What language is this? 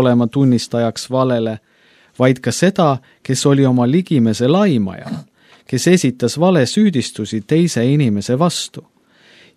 Estonian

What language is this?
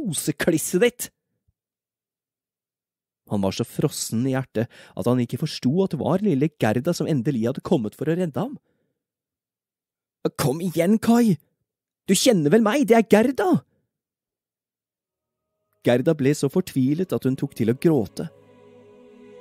Norwegian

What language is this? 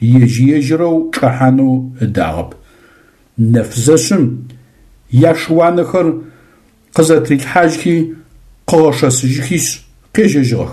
Adyghe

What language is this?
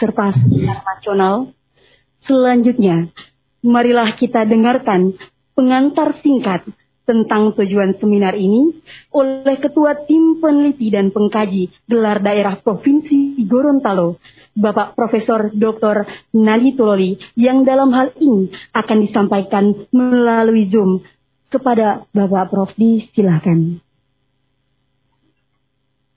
Indonesian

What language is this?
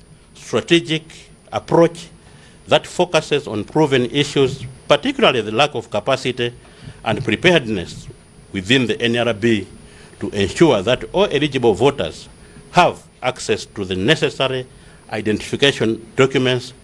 Nyanja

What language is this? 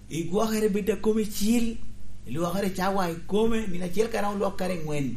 Lango (Uganda)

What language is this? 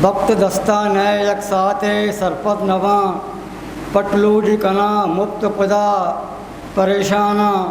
Eastern Balochi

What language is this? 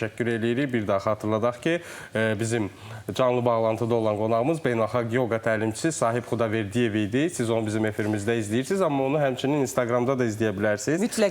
Azerbaijani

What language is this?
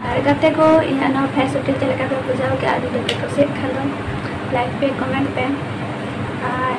Santali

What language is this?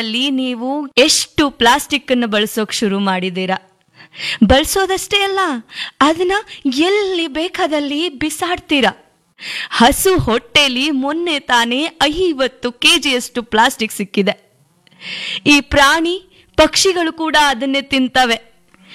Kannada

